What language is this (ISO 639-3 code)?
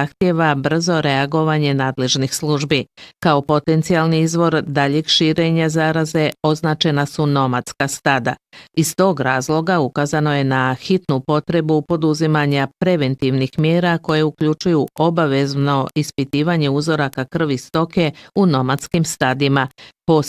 bos